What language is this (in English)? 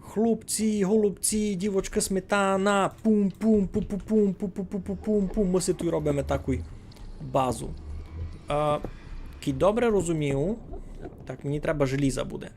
Rusyn